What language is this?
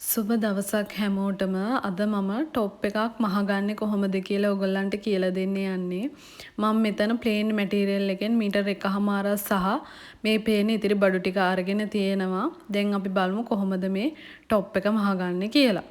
Sinhala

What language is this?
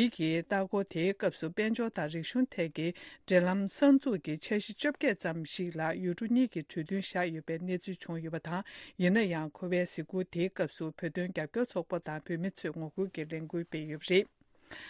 Tibetan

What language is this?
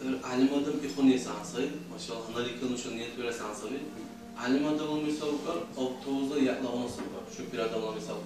Dargwa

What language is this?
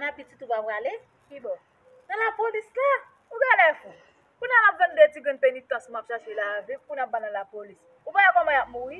Haitian Creole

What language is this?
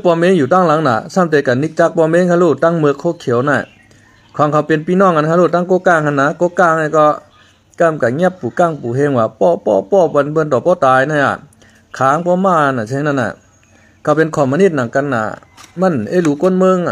Shan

